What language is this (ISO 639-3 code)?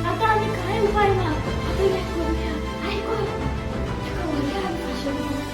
kok